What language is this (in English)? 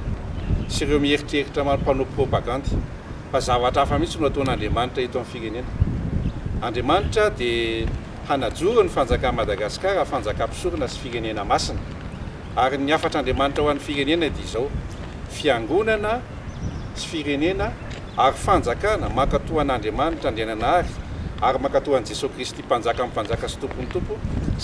Malagasy